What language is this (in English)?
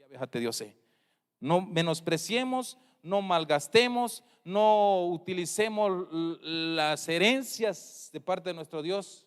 Tzeltal